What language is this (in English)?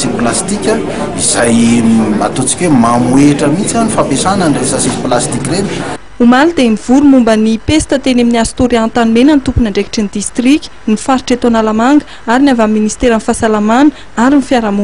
Malagasy